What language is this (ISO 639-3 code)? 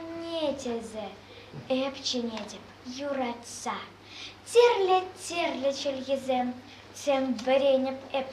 chv